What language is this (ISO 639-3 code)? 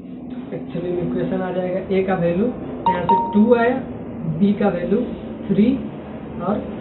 hin